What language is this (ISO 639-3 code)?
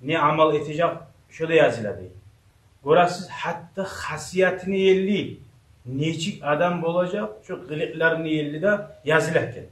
kum